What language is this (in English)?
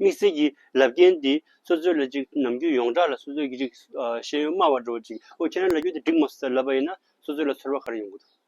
Tibetan